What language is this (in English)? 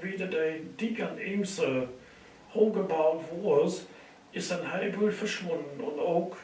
Low German